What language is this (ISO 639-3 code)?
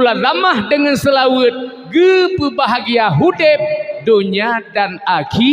ace